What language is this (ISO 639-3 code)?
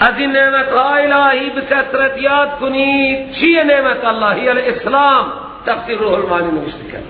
fas